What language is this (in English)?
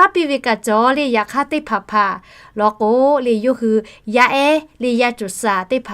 Lahu